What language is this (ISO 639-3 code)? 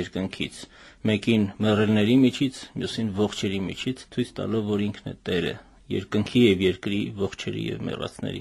hye